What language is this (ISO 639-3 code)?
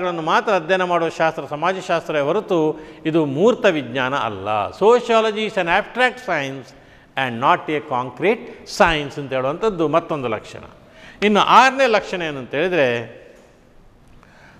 kan